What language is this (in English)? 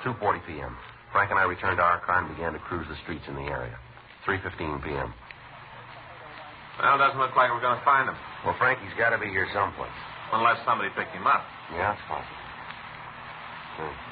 English